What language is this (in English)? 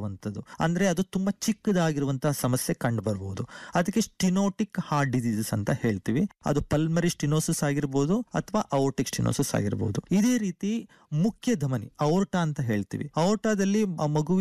Kannada